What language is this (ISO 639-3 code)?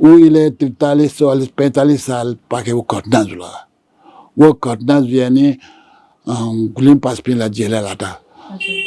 new